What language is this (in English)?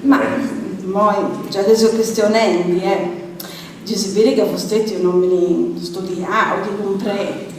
Sardinian